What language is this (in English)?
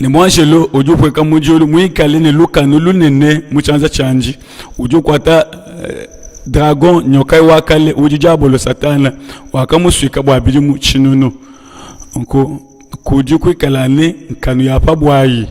Luba-Lulua